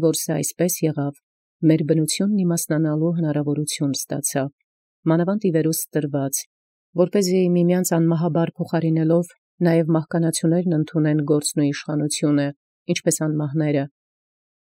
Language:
Armenian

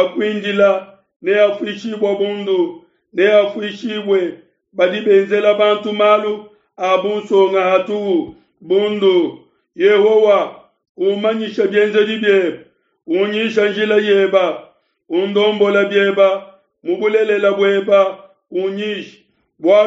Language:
Luba-Lulua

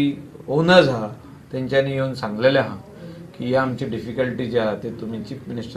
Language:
Konkani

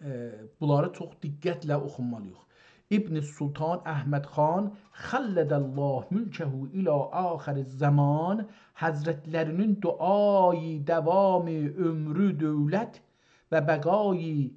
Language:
South Azerbaijani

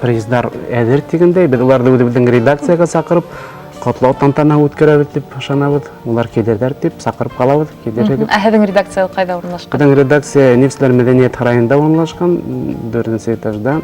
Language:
Bashkir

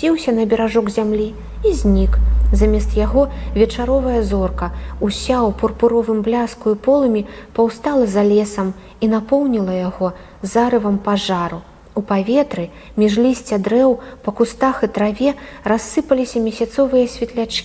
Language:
Belarusian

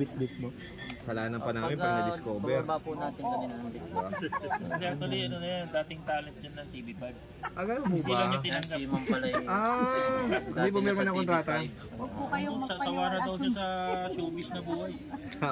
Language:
Filipino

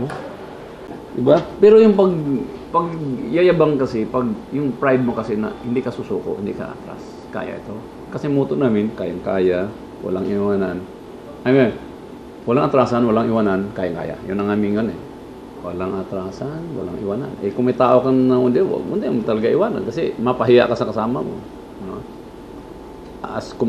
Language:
Filipino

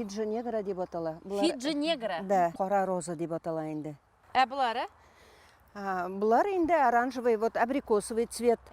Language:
Bashkir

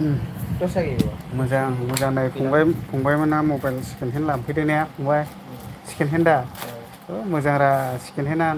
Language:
Bodo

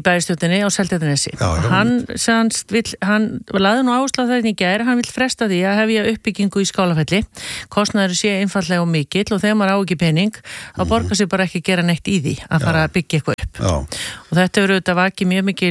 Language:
Icelandic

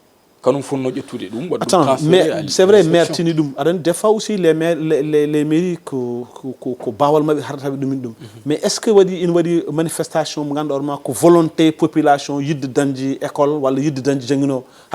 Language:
Fula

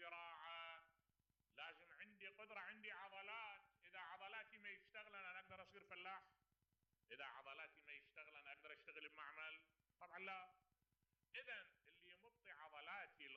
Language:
Mesopotamian Arabic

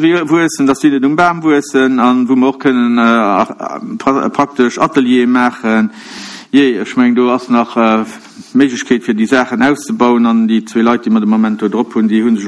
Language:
Luxembourgish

